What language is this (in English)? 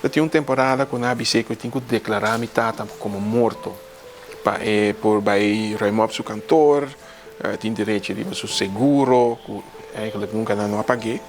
Papiamento